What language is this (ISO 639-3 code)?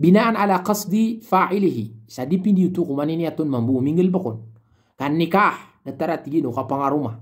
mrw